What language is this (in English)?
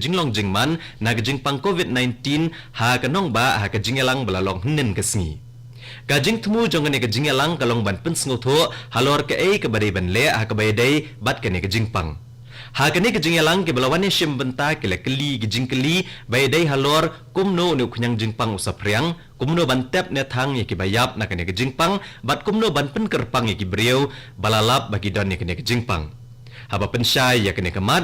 Khasi